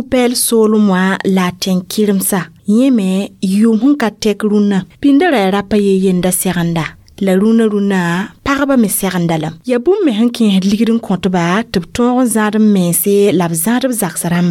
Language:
Mossi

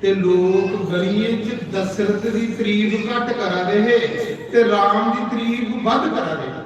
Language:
Dogri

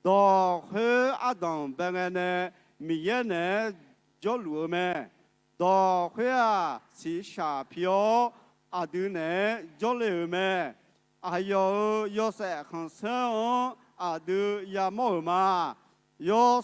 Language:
Akha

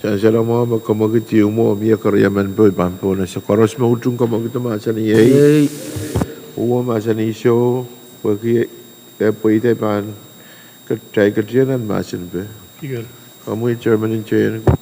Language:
Pohnpeian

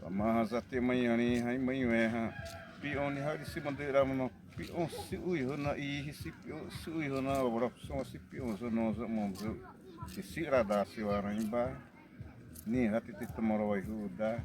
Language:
Xavánte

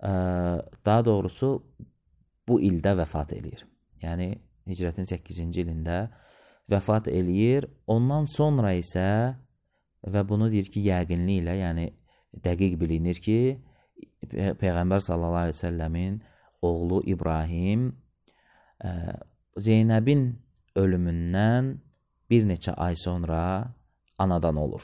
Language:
Azerbaijani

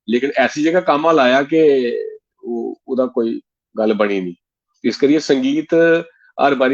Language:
Dogri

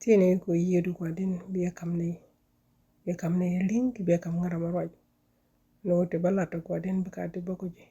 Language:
Nuer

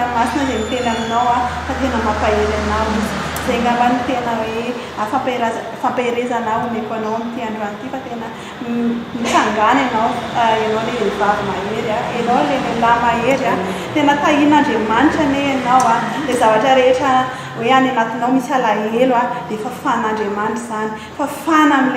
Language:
Malagasy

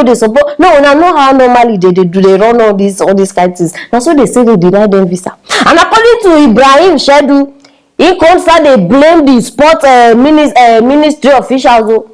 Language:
Nigerian Pidgin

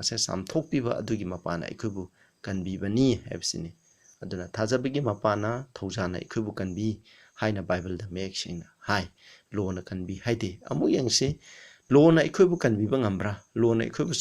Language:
Manipuri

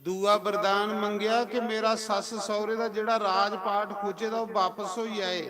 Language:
Dogri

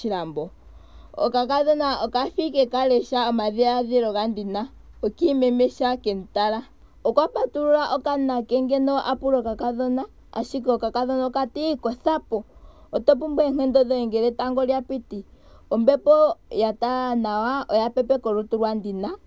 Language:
Ndonga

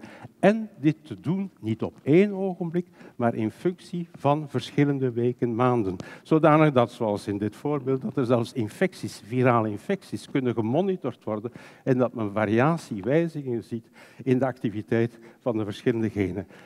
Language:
Dutch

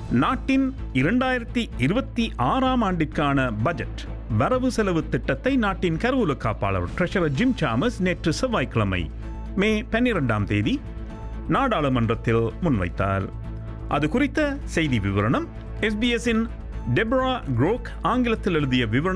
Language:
Tamil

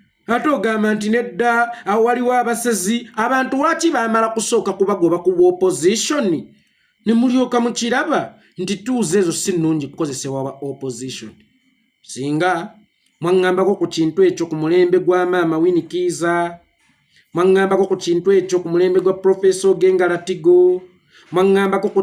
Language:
Ganda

